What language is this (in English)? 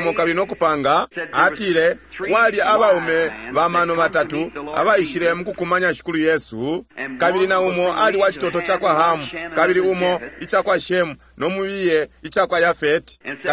Bemba